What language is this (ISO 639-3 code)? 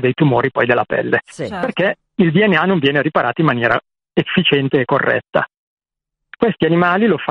ita